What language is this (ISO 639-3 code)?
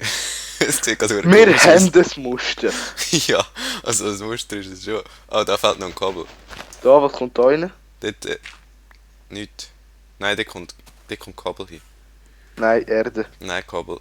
gsw